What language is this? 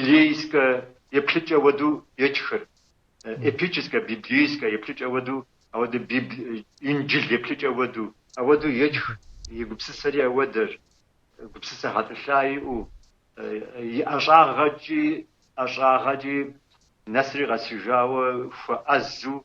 Kabardian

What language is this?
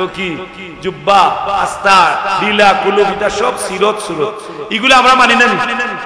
Sylheti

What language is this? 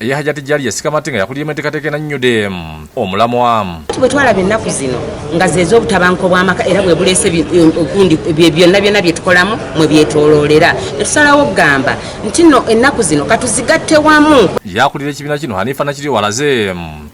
Ganda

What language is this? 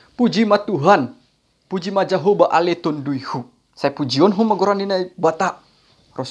Batak Simalungun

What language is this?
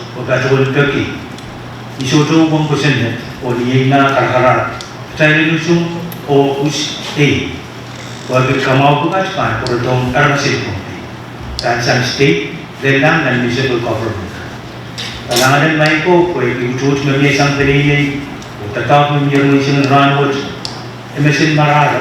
Pohnpeian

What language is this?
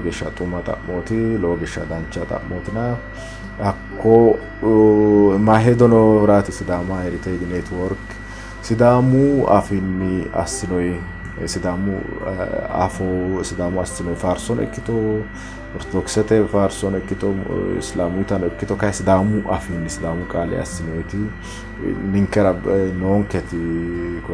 Sidamo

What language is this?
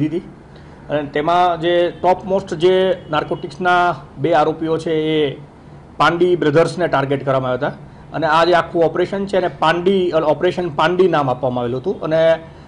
Gujarati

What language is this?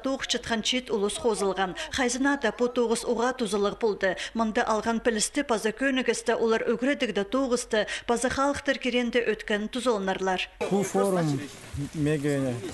Khakas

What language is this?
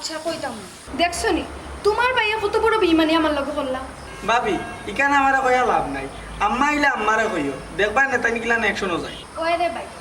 Sylheti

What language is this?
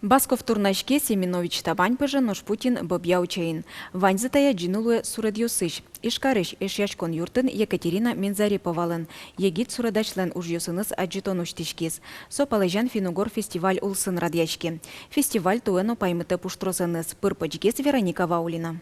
Udmurt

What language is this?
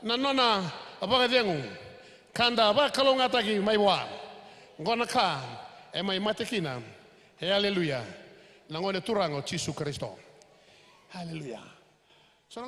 Fijian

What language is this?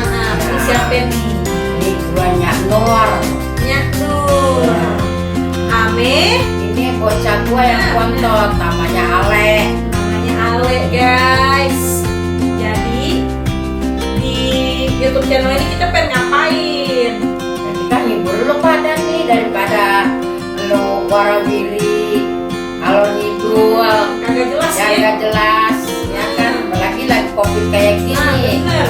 Betawi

